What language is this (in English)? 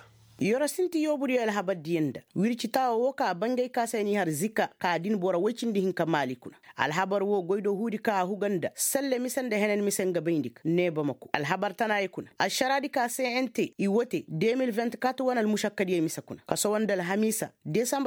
Koyraboro Senni